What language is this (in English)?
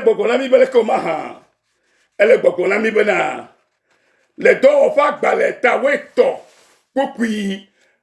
Ewe